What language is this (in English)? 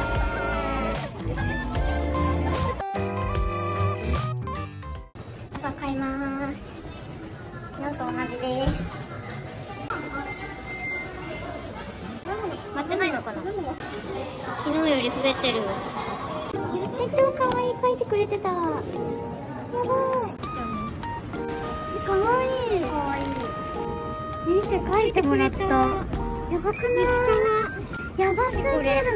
Japanese